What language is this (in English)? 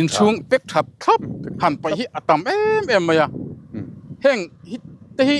Mizo